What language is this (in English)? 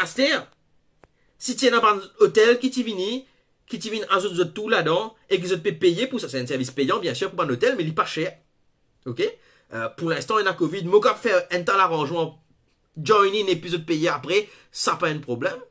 Morisyen